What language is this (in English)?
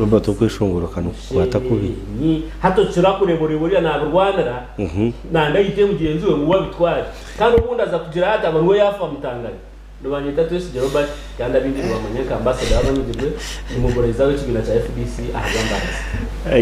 Nyankole